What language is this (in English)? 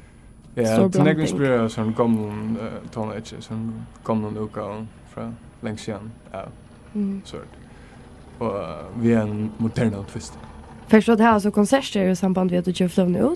Faroese